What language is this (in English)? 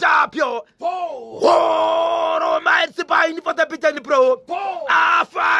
Shona